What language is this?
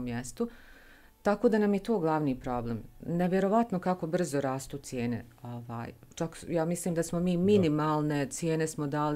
Bosnian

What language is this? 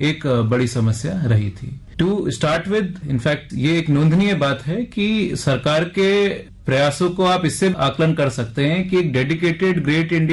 Hindi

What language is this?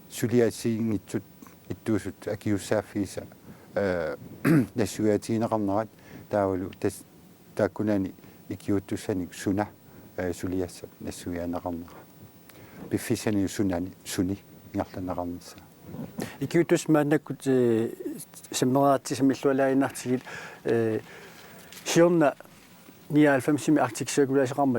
Kalaallisut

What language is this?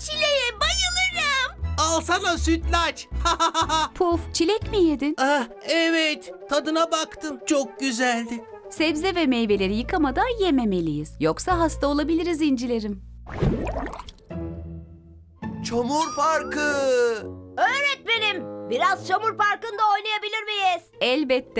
Turkish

